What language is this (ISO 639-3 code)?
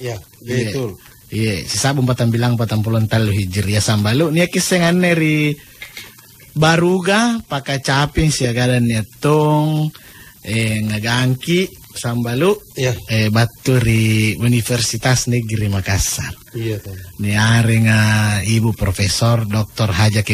mak